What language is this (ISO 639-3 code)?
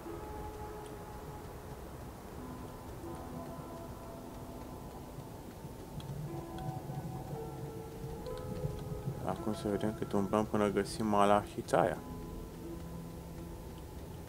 ron